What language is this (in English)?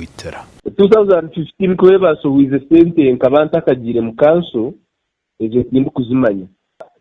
Nyankole